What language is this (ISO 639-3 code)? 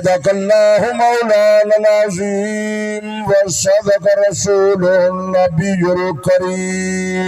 skr